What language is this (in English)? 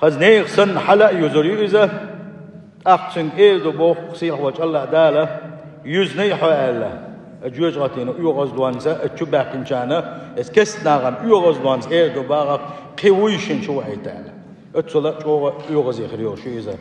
Chechen